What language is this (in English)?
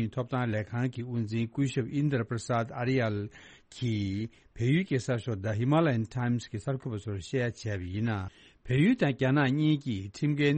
Tibetan